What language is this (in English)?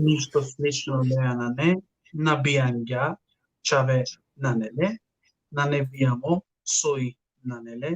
Balkan Romani